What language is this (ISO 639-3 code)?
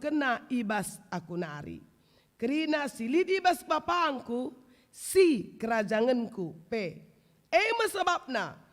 btx